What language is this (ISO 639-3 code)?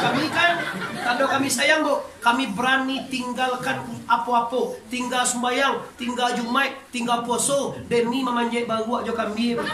min